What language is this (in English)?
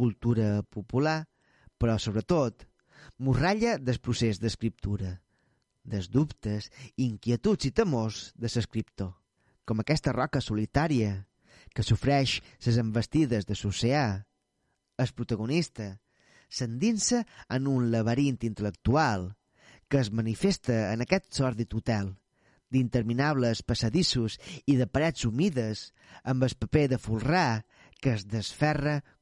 Catalan